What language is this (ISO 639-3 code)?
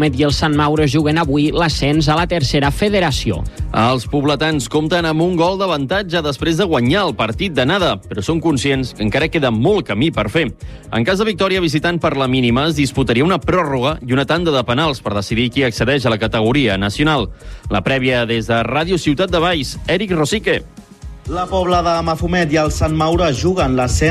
cat